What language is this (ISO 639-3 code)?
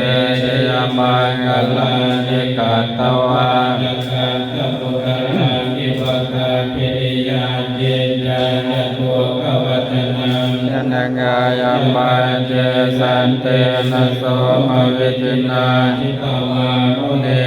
pli